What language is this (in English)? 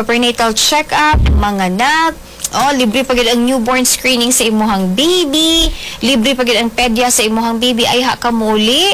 Cebuano